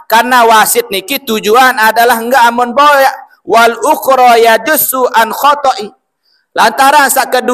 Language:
Sasak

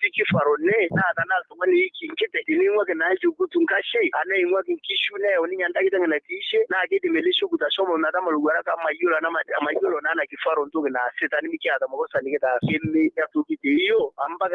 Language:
Masai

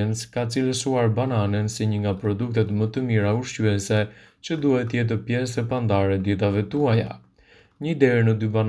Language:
Albanian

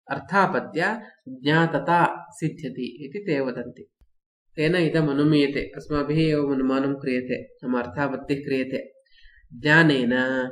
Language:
Sanskrit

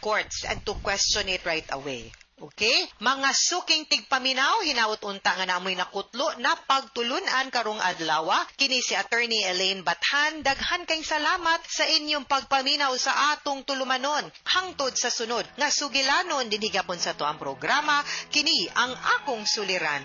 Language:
Cebuano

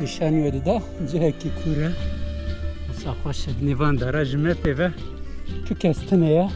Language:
Kurdish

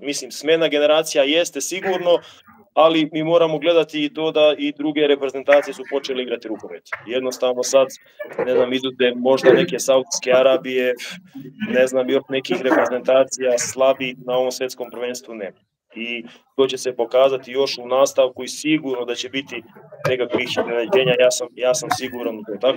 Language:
Serbian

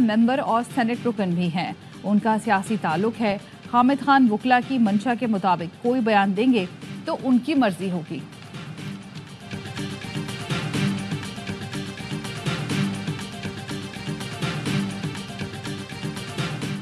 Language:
Urdu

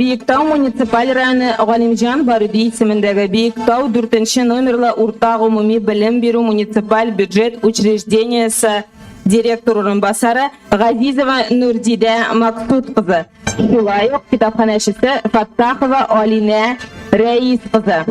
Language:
Tatar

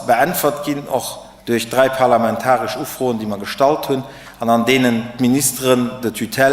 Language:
Luxembourgish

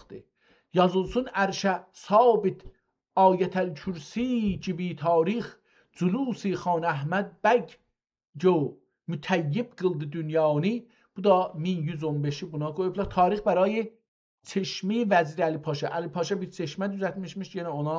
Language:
South Azerbaijani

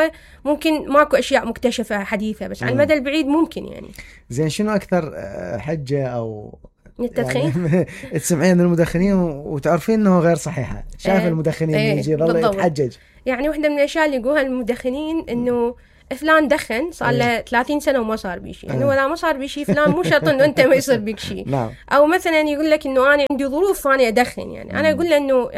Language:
Mesopotamian Arabic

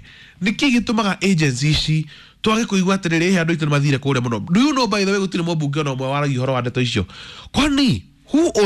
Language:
Kikuyu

